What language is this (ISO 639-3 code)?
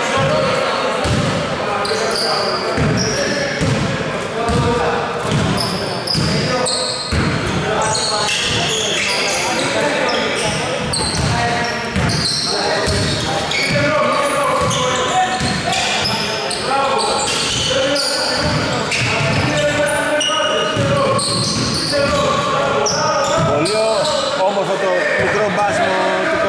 ell